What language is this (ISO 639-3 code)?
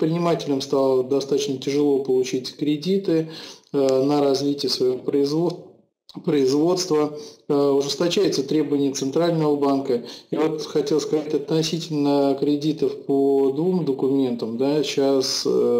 rus